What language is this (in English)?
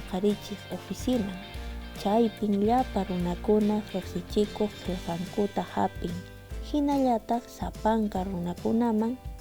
Quechua